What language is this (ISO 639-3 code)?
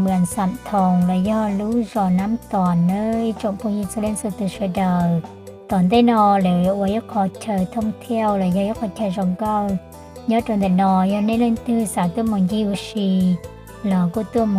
hmn